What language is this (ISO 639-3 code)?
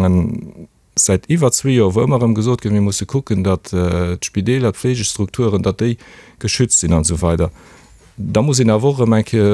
ltz